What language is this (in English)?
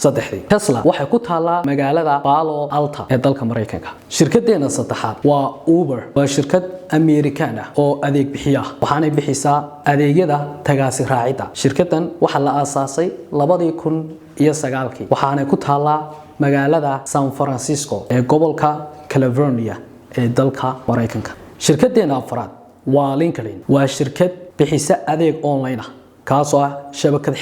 Somali